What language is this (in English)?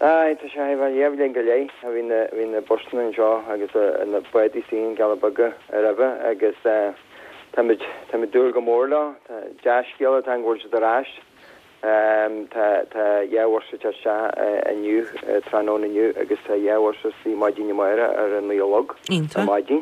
Irish